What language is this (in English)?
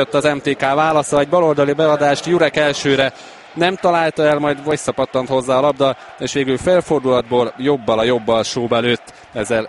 Hungarian